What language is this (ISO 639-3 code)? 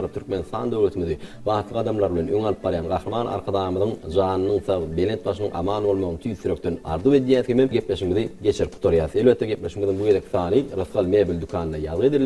tuk